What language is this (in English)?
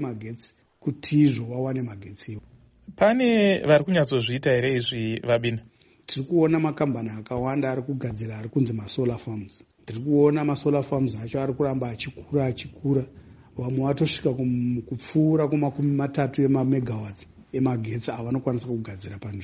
Shona